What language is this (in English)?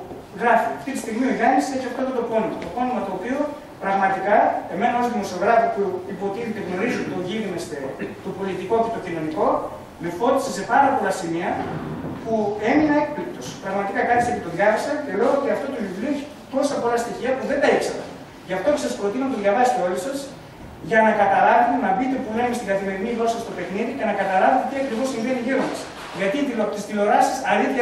Greek